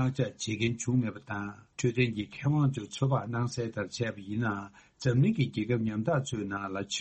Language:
Tibetan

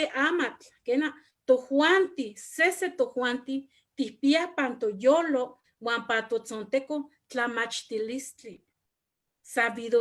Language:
Eastern Huasteca Nahuatl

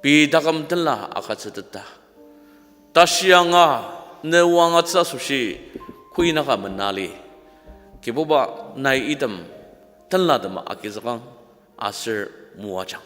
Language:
Ao Naga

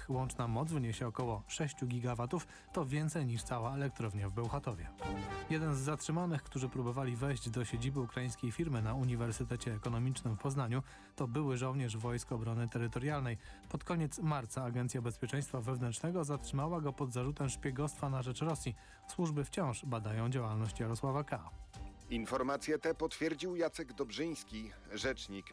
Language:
Polish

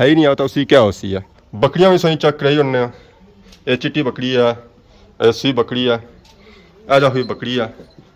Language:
Pahari-Potwari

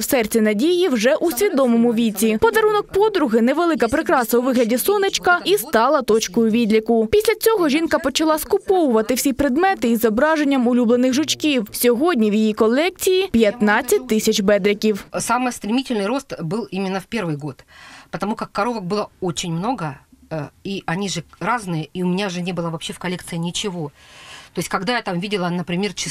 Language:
Ukrainian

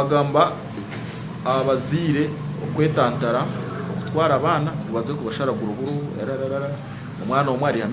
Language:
Nyankole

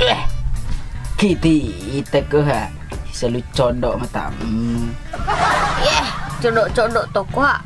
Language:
Buginese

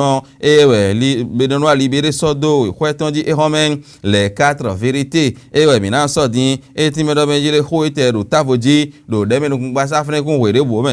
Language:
Fon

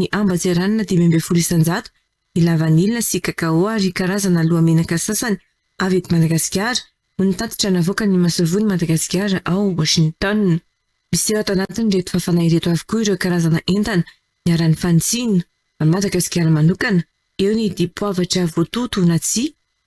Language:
Malagasy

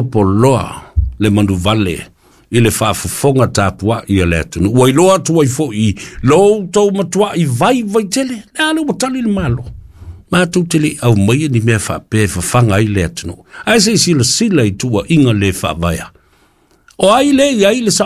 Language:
Samoan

